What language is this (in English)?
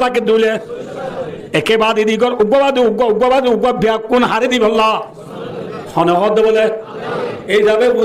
Rohingya